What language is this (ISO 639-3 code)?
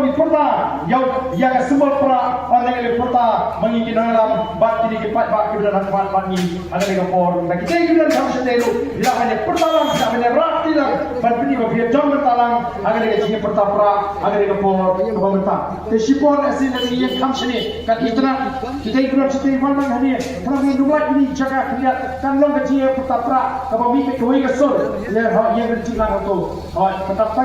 kha